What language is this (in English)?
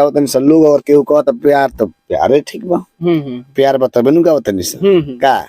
Bhojpuri